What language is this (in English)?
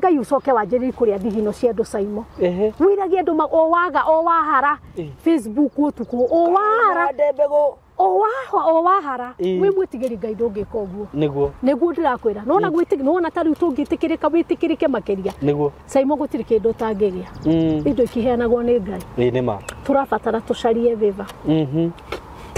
Kikuyu